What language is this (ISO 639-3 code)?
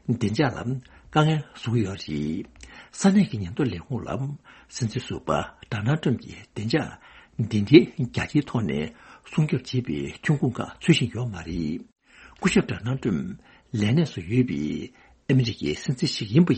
bod